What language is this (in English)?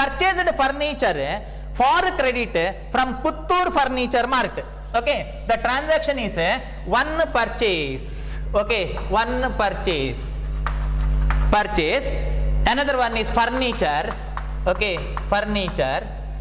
Kannada